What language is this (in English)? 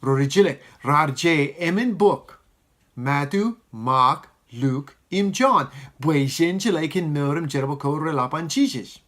Marshallese